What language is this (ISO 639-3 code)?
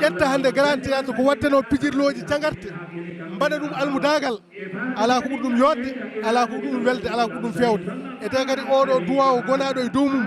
ful